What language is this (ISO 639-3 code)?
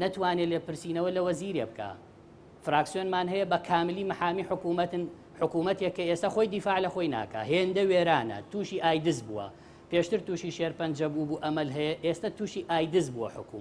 ckb